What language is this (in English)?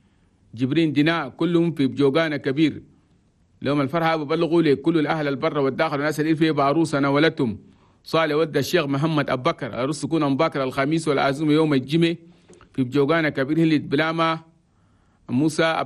Chadian Arabic